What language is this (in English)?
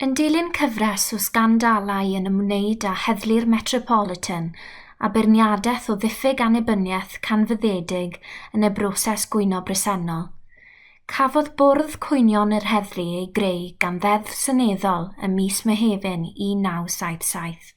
Welsh